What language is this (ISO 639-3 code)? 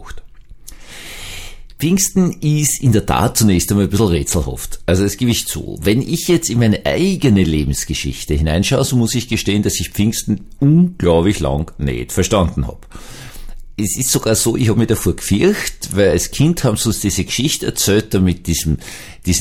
deu